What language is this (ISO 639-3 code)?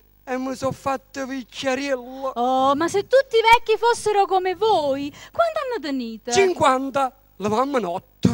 nap